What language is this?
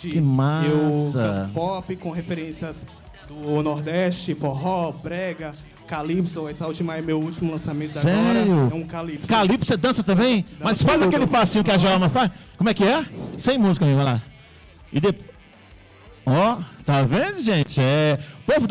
Portuguese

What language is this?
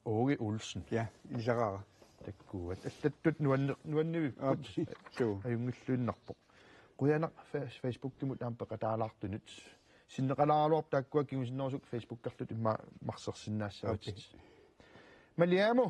Kalaallisut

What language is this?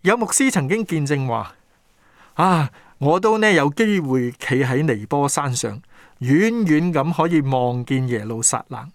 Cantonese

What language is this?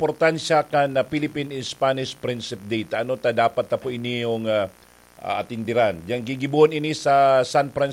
Bikol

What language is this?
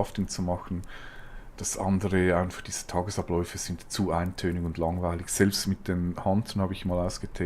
Swiss German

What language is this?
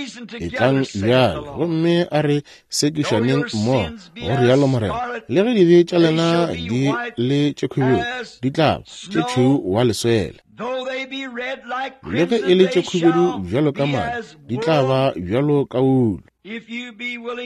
Northern Sotho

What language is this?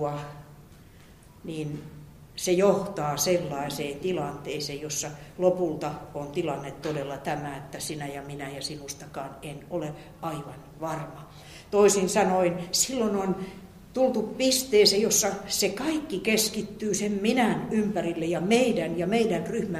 Finnish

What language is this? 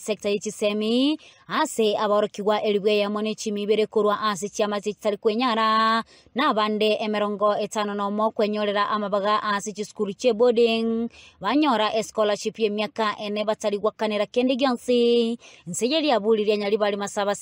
Gusii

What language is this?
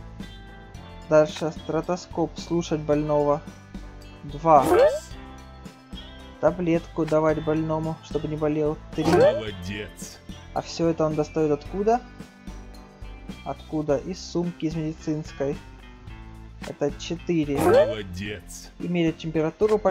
Russian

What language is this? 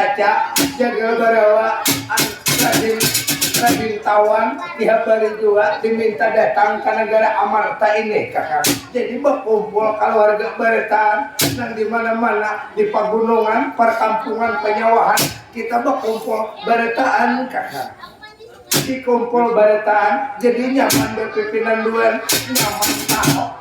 Banjar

